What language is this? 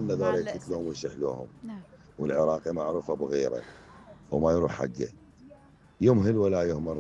Mesopotamian Arabic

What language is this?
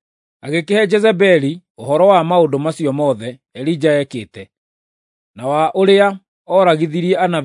Kikuyu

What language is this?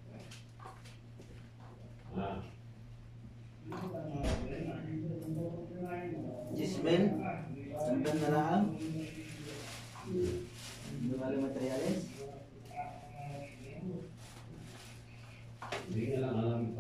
Filipino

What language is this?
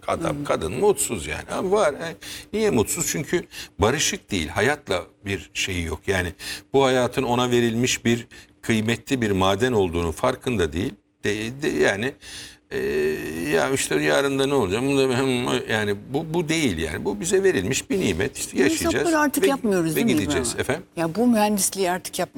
Turkish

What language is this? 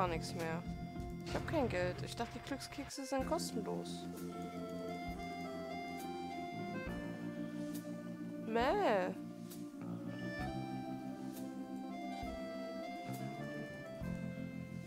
German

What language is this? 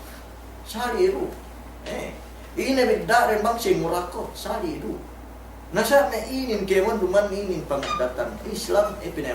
Yakan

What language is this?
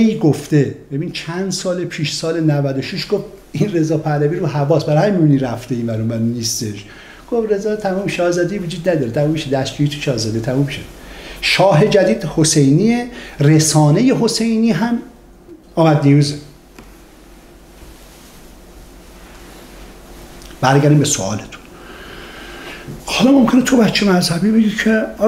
Persian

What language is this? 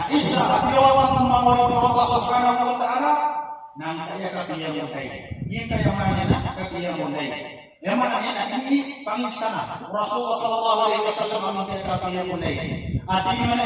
Maranao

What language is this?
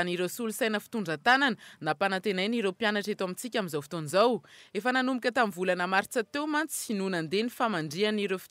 Malagasy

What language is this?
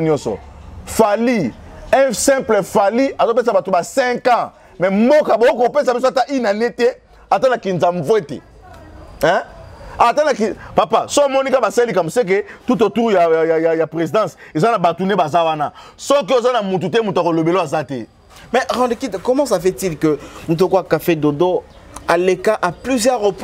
Lingala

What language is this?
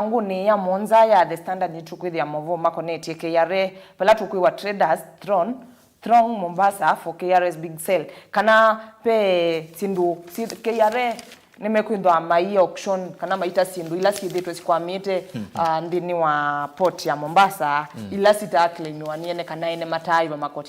Kamba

